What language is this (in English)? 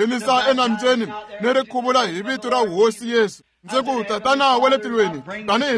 Tsonga